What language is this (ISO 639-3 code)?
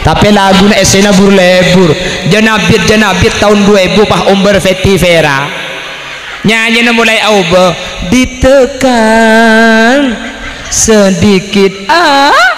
mad